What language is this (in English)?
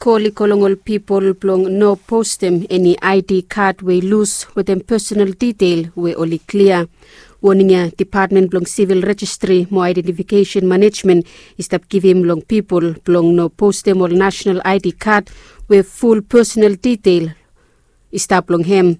Bislama